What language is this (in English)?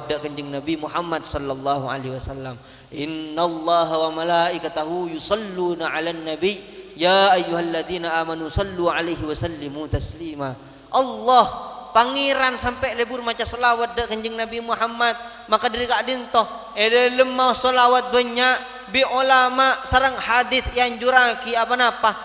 Madurese